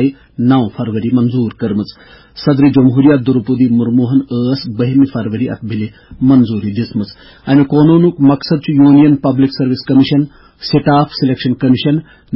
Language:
Kashmiri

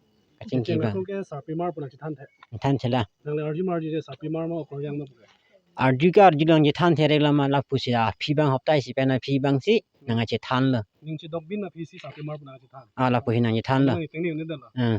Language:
Karbi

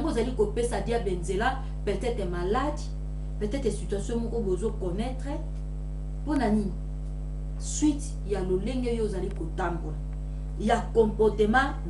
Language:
Lingala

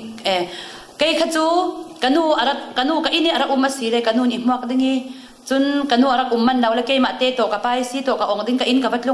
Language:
Falam Chin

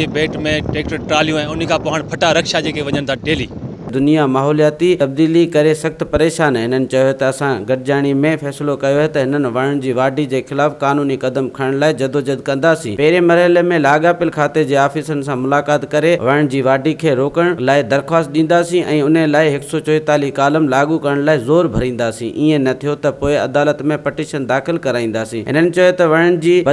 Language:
Sindhi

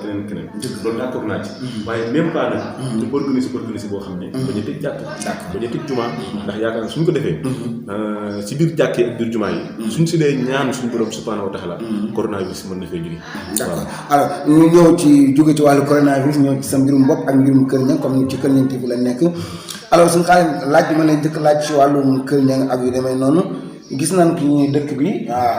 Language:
Wolof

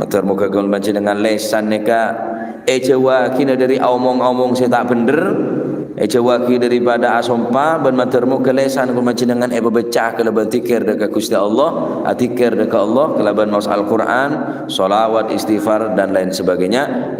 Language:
Madurese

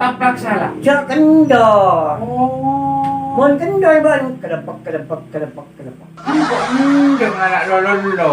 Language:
Madurese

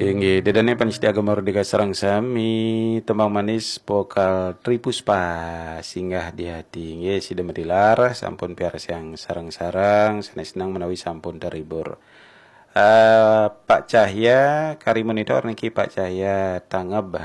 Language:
Balinese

